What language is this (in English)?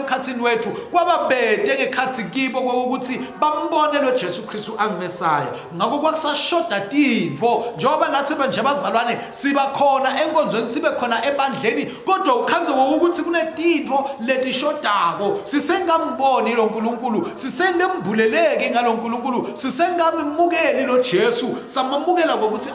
Swati